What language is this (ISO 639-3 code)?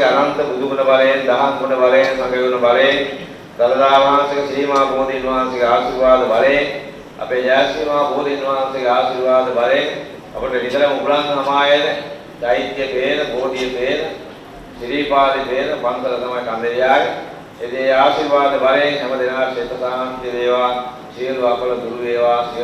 sin